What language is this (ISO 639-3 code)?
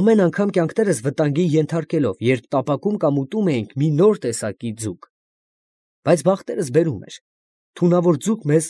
hye